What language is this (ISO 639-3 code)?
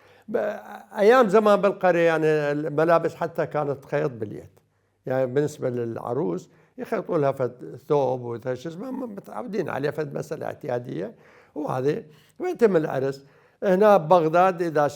acm